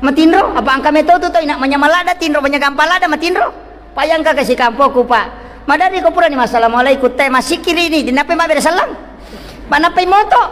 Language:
Buginese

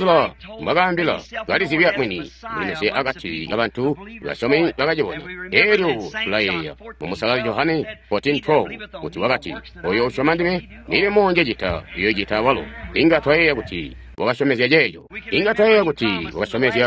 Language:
Tonga (Zambia)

